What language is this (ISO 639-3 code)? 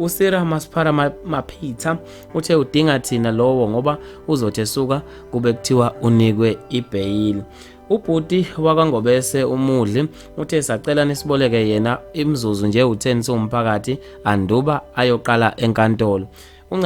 zul